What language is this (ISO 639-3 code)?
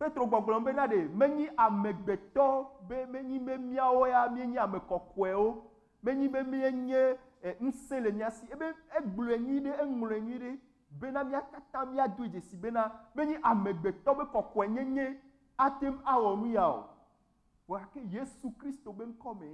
ewe